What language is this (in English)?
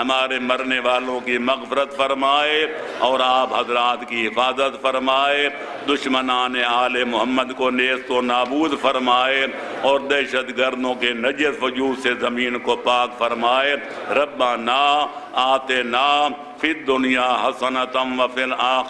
Urdu